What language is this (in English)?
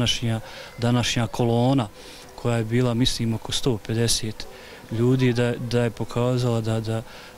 Bosnian